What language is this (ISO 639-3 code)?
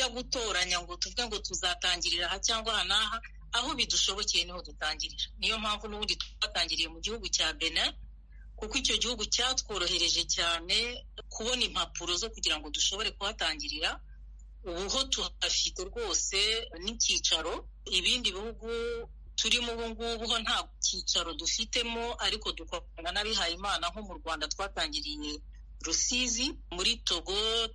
kin